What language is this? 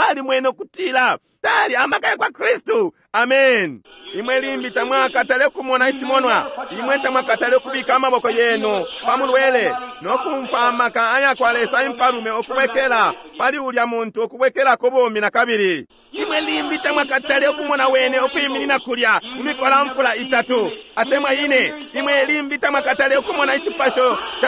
Bemba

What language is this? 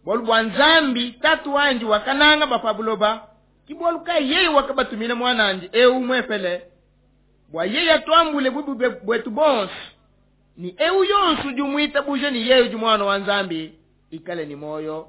Luba-Lulua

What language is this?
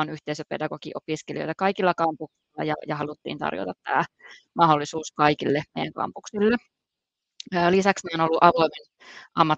Finnish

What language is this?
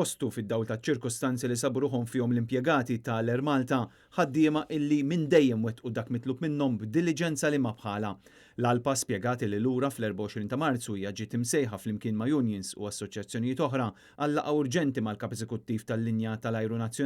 Maltese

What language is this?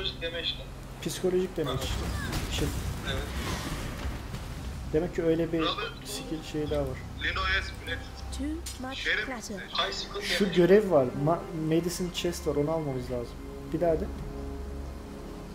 Turkish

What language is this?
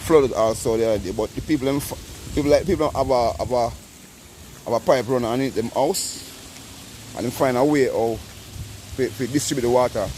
Jamaican Creole English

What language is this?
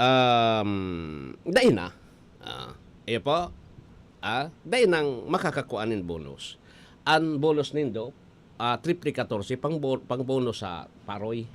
Bikol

